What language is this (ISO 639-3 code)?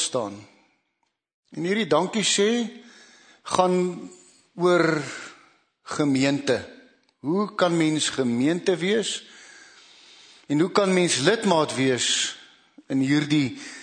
afr